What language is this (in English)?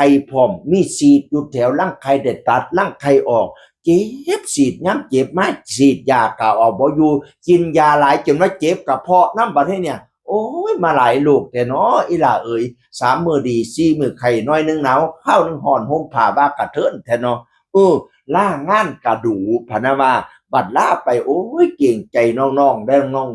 Northeastern Thai